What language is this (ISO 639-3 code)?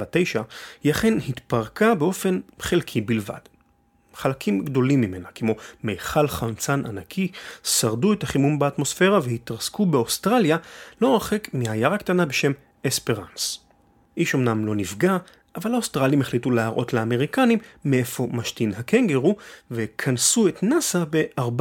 heb